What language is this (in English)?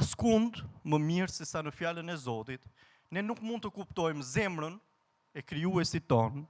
Albanian